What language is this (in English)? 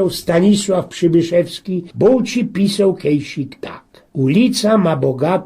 Silesian